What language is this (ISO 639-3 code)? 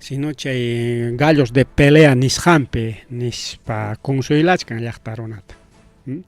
quy